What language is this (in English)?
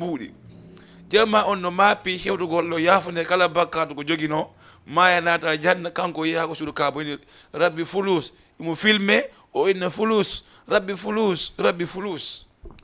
Fula